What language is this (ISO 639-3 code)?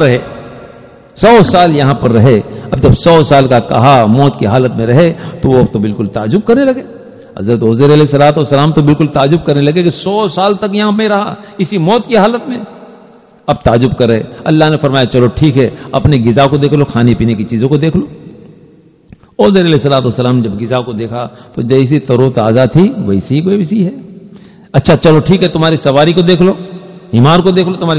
urd